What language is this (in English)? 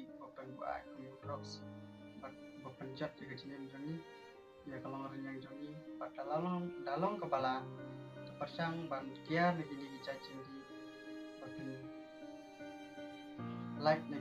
Khasi